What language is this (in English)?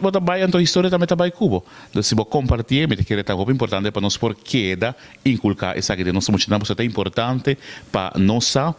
Papiamento